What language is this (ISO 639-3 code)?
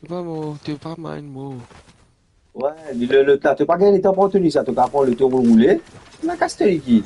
mfe